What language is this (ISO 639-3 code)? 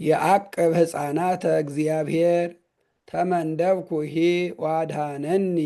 gez